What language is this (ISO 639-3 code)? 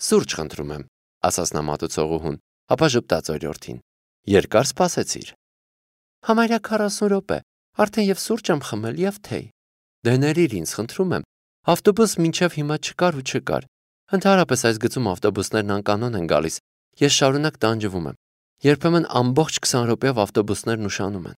hye